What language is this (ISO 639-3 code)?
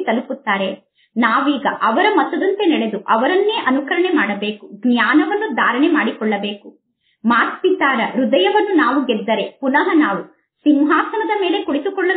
kan